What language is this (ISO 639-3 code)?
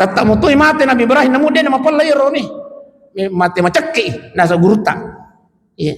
bug